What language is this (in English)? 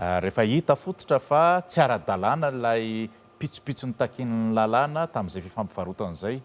Malagasy